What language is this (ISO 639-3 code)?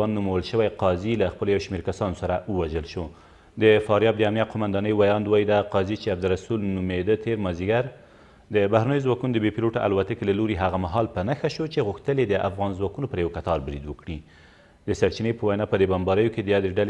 pus